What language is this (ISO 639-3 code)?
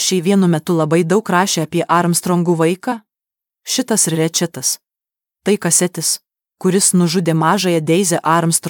lit